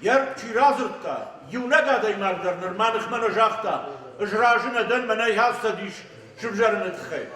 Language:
Ossetic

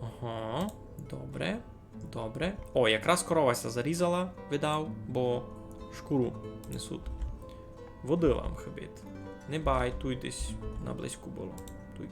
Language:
Rusyn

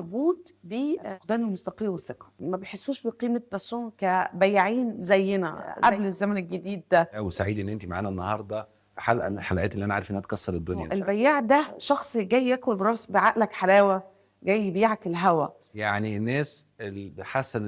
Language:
Egyptian Arabic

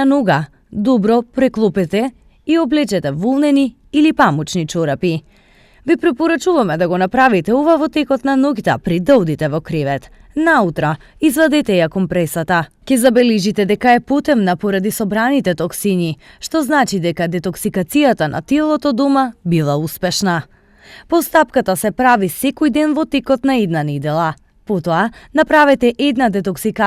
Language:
Macedonian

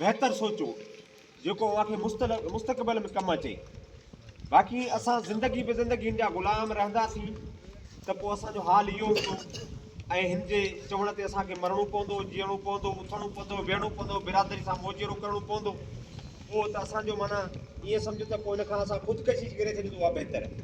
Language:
Sindhi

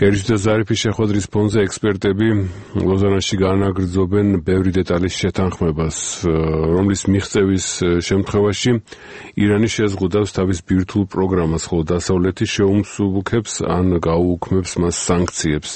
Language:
Georgian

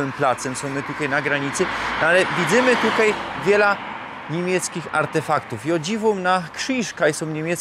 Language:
Silesian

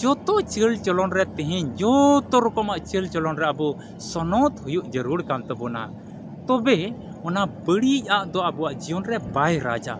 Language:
Santali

